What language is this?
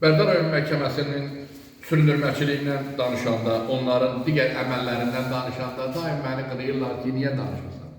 Azerbaijani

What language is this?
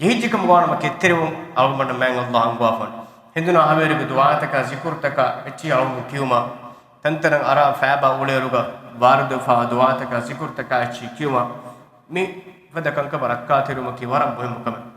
Divehi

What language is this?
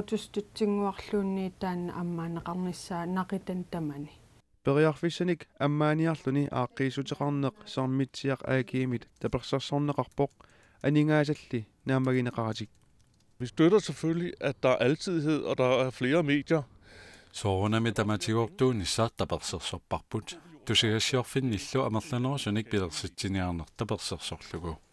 Kalaallisut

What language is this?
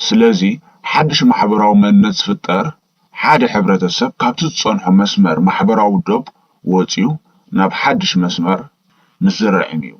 Tigrinya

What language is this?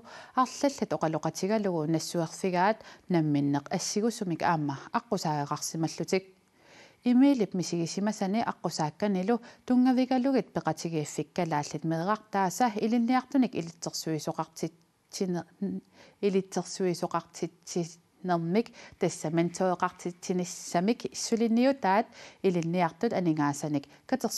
Kalaallisut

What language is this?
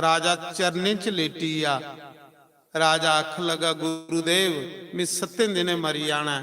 Dogri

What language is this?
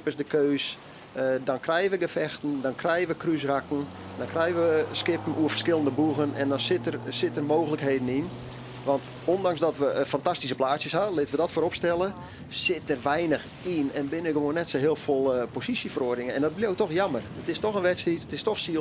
Western Frisian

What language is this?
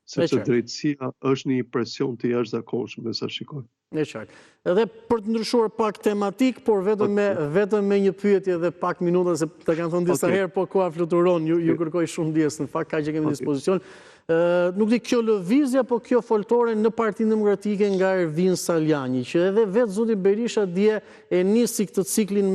Albanian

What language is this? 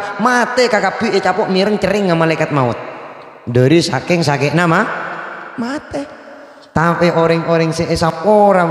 Madurese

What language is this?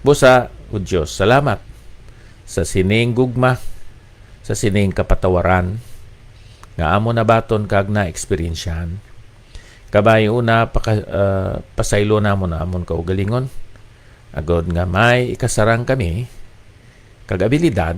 Hiligaynon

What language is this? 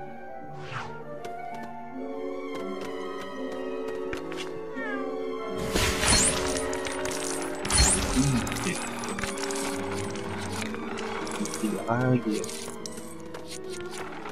Indonesian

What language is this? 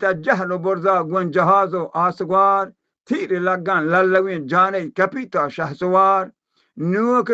Baluchi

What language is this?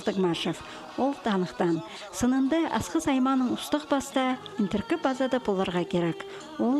Khakas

